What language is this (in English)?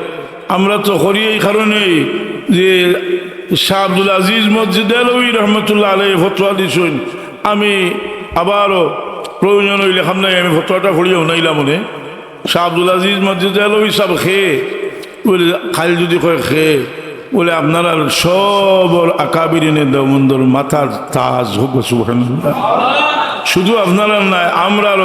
Sylheti